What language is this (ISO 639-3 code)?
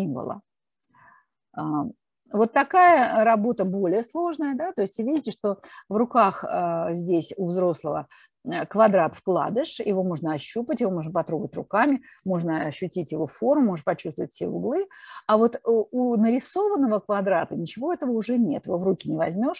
rus